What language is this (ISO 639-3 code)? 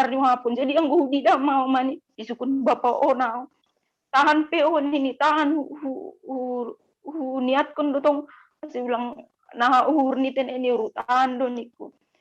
bts